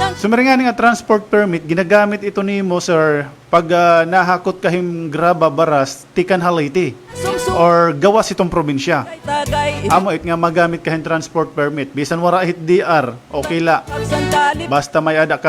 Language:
Waray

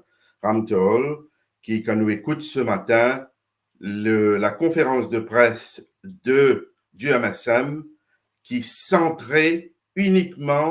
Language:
Morisyen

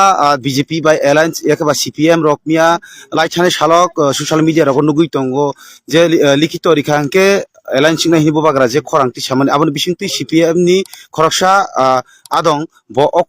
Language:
Kok Borok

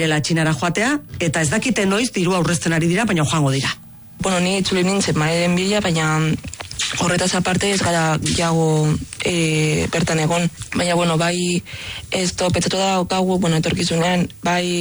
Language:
Basque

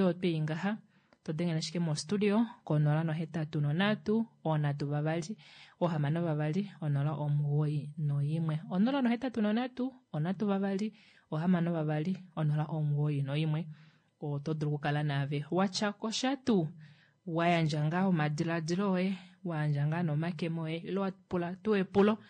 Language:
Kuanyama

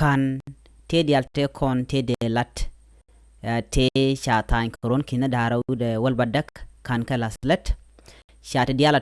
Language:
Nuer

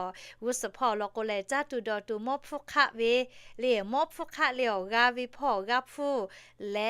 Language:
Lahu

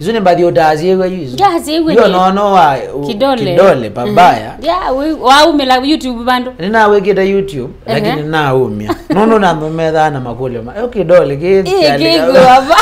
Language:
Kamba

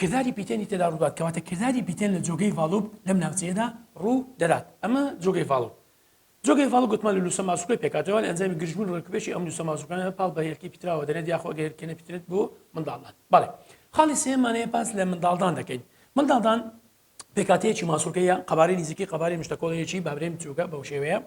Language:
Central Kurdish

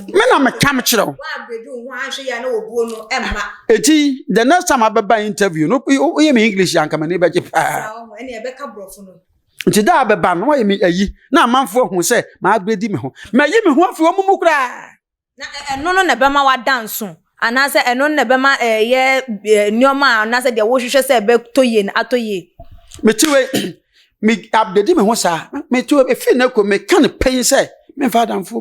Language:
Akan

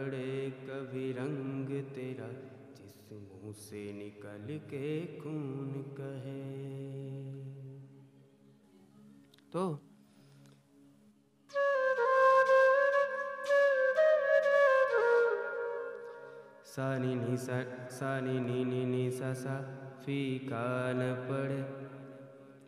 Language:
Hindi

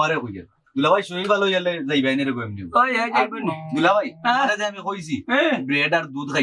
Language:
Sylheti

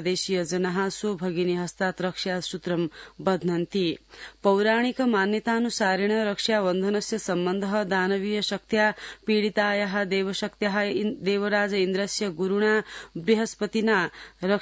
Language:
Sanskrit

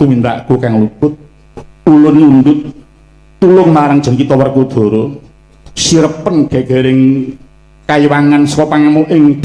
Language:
Javanese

